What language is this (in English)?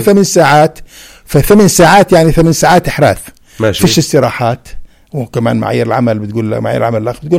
North Levantine Arabic